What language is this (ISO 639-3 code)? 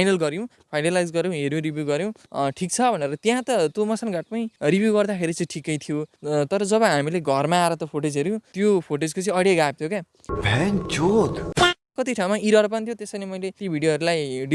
nep